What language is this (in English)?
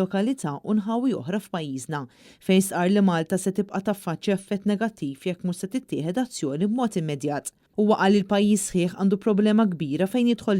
Maltese